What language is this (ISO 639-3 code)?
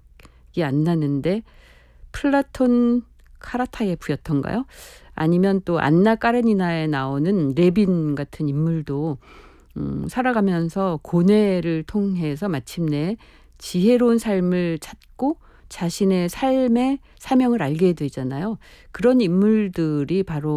kor